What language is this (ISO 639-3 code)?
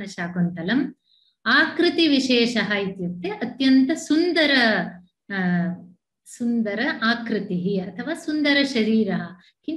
san